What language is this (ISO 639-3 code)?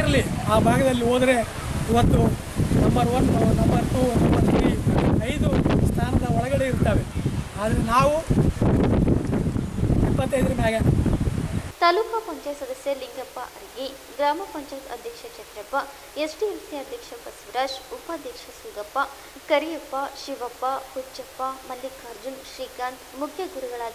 kan